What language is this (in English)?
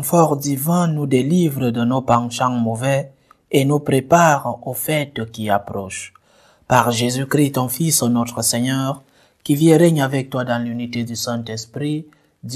French